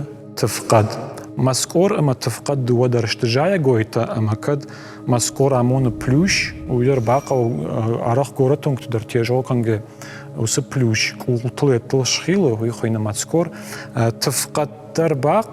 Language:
Ossetic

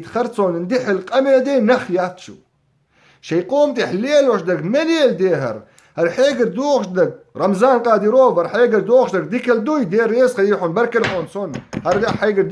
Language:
Chechen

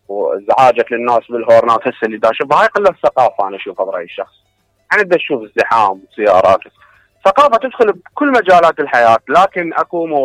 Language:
Mesopotamian Arabic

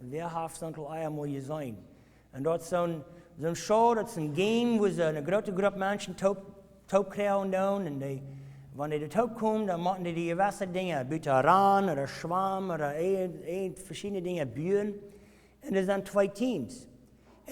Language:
Plautdietsch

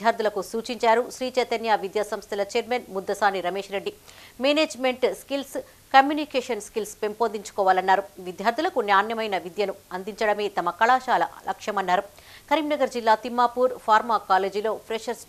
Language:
Telugu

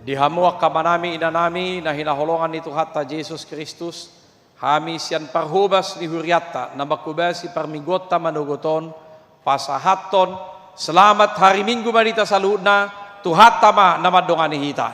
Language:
Batak Toba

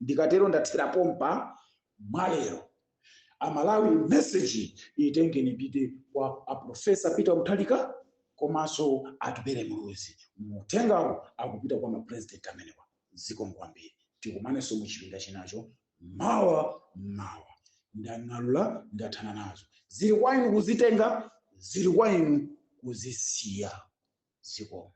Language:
Nyanja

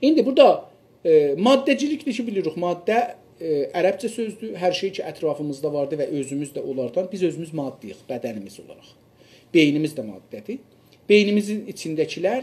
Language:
South Azerbaijani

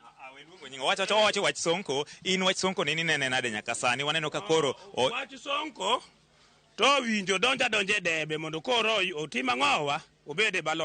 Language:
Luo (Kenya and Tanzania)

